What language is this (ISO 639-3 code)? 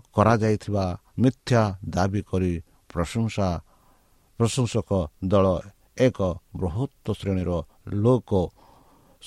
ori